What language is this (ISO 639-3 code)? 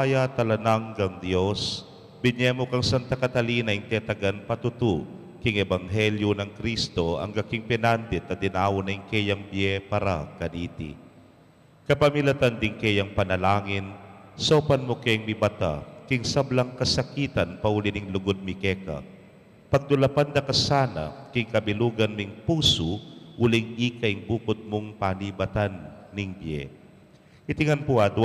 pam